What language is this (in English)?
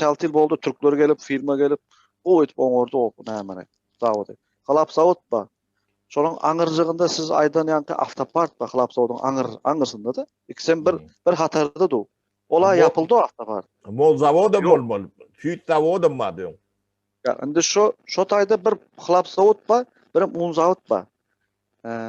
Turkmen